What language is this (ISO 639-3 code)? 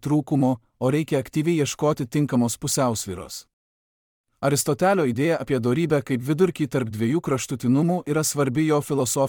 lit